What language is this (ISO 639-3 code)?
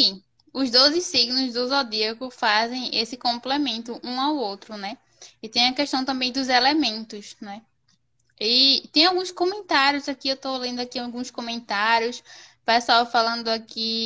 por